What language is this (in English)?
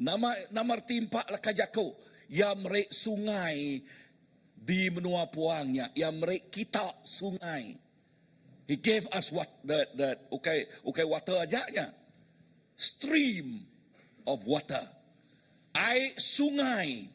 Iban